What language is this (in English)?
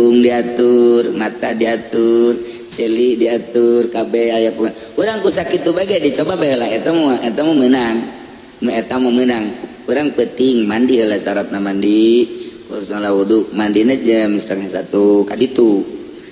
Sundanese